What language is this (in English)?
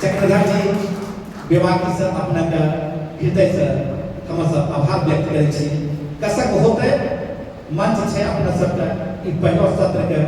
Angika